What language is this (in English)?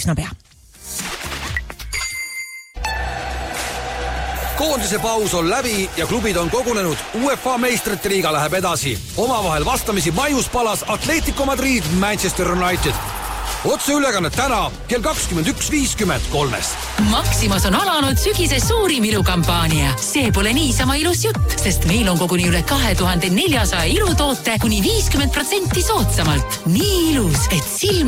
Estonian